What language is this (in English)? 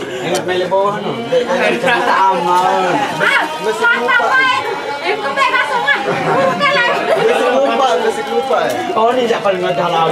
Sasak